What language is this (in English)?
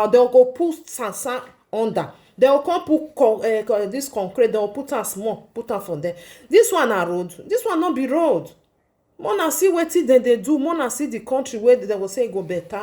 Nigerian Pidgin